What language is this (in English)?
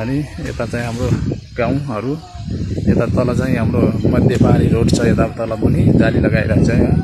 Nepali